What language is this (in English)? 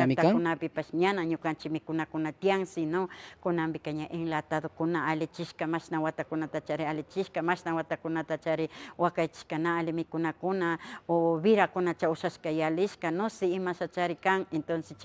Imbabura Highland Quichua